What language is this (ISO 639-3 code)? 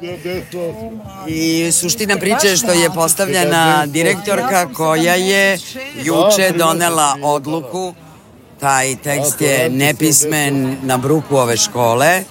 srp